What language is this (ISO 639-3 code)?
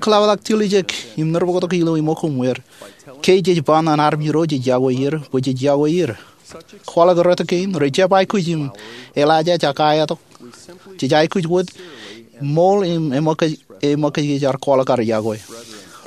mah